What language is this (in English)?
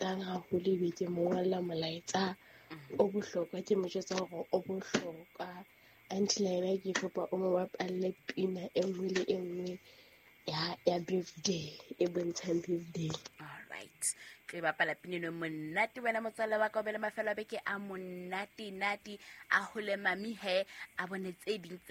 Southern Sotho